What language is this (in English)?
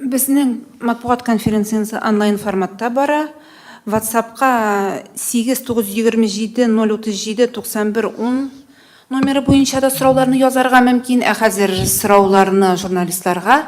Tatar